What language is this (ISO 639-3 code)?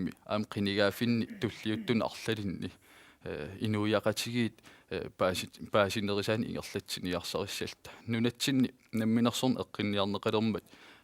kal